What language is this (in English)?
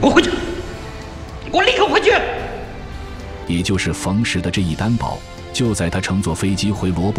Chinese